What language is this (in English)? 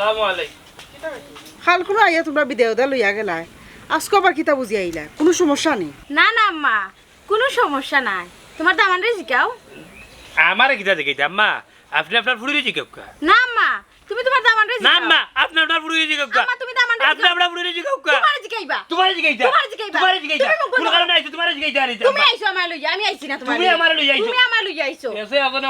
Sylheti